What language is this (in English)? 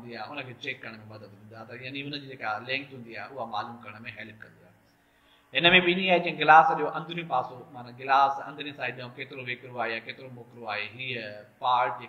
Sindhi